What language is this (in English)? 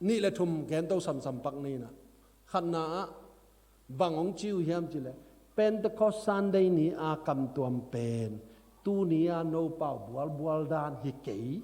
Tedim Chin